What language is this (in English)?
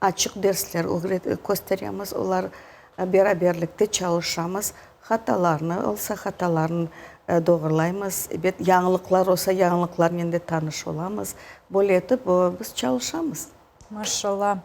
Crimean Tatar